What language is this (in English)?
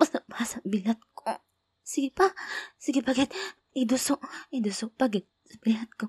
Hiligaynon